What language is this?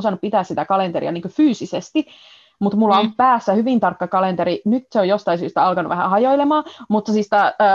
Finnish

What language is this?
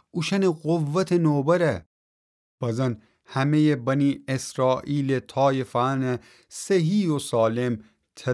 Gilaki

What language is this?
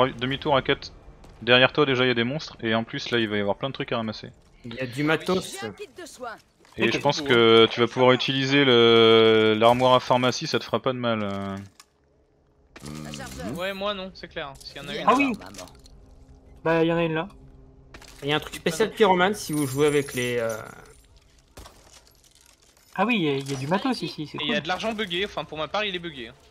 French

